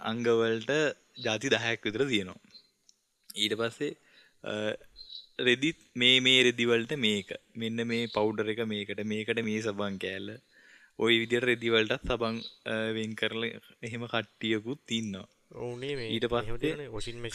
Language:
Sinhala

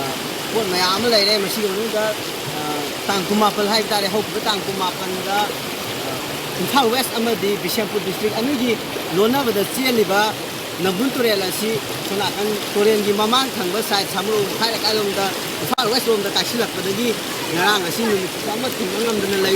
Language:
Manipuri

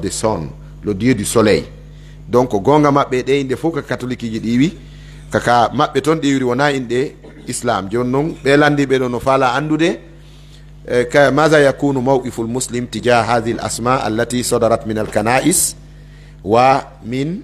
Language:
Pular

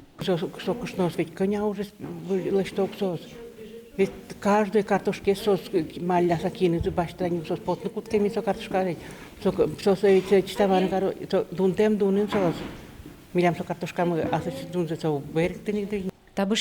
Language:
Udmurt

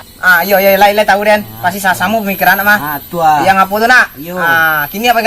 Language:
Minangkabau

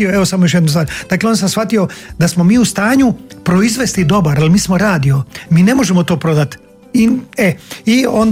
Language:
Croatian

